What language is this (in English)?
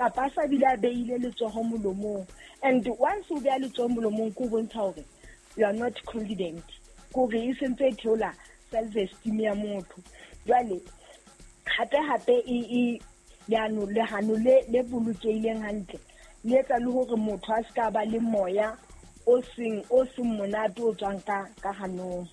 Southern Sotho